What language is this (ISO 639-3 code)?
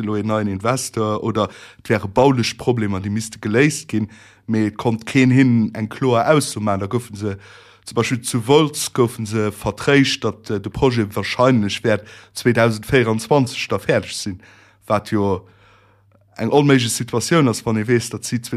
ltz